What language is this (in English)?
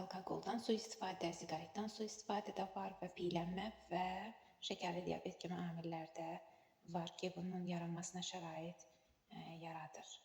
Azerbaijani